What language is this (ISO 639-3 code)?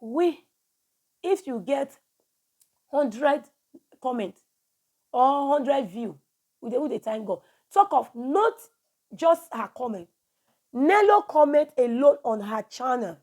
pcm